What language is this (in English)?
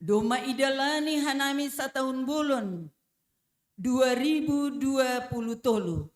Batak Simalungun